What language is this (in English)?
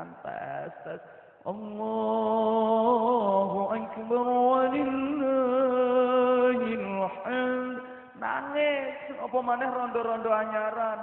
Javanese